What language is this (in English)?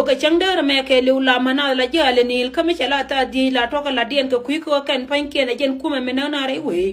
Nuer